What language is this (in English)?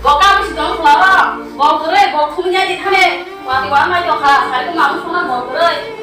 Kok Borok